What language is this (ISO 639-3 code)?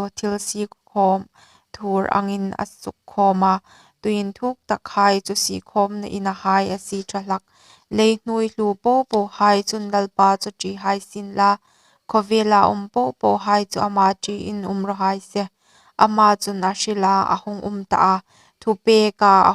hmr